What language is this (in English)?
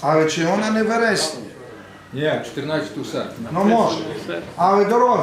Rusyn